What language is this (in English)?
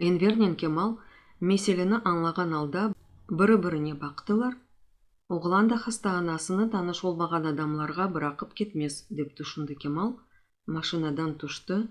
Crimean Tatar